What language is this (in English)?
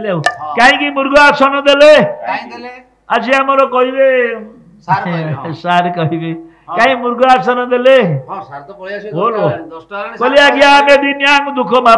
Odia